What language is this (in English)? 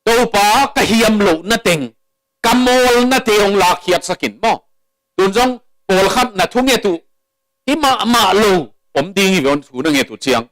Tedim Chin